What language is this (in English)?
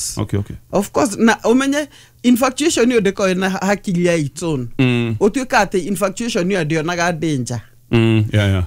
Kikuyu